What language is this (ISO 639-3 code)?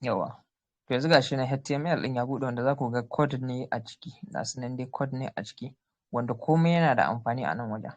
hau